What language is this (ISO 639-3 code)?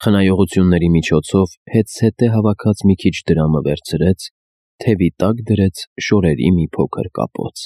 hye